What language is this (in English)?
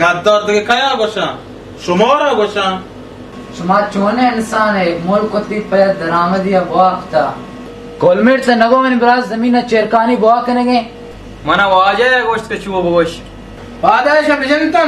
Baluchi